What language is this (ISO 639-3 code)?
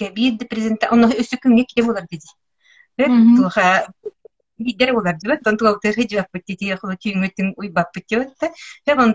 sah